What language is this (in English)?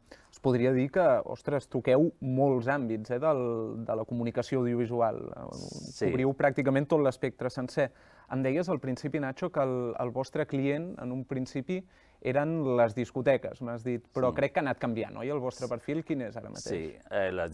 Catalan